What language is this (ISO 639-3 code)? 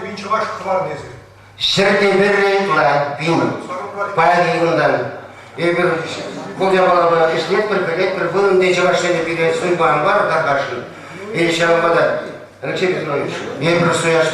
chv